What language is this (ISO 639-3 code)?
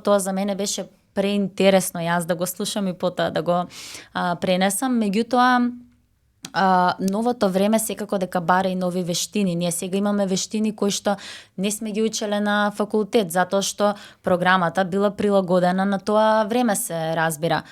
mkd